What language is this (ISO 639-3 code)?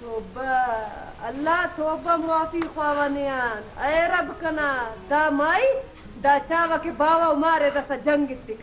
brh